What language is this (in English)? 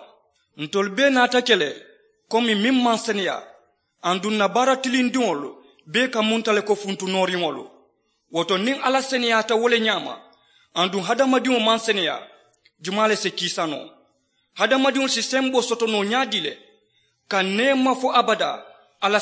Mandingo